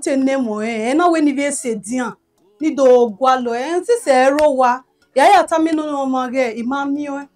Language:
Bini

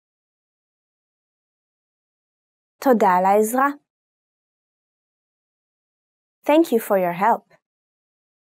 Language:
Hebrew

